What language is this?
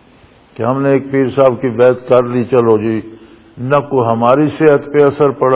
Urdu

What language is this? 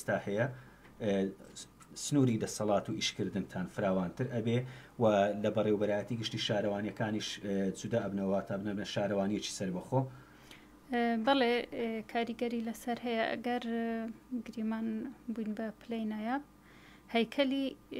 Central Kurdish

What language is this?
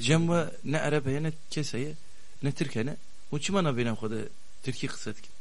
Kurdish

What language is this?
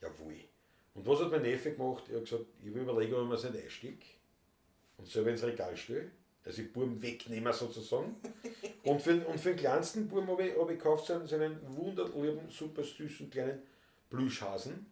Bavarian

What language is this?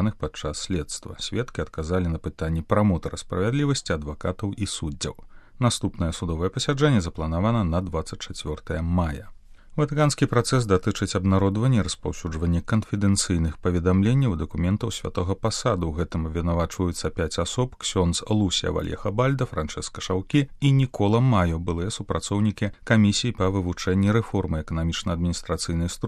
Belarusian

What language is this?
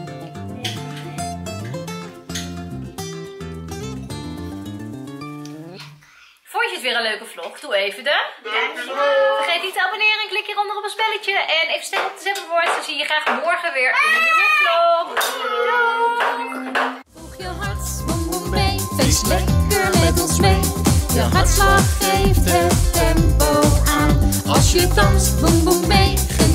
Dutch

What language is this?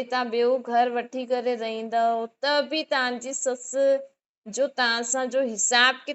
Sindhi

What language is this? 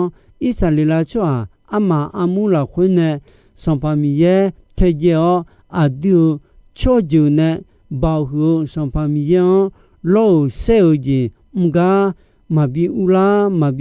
Akha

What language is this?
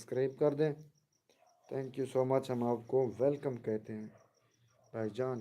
Saraiki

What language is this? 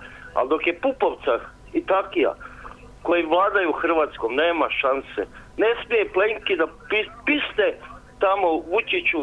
Croatian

